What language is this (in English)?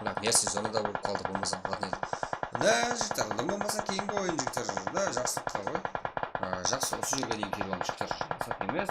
Kara-Kalpak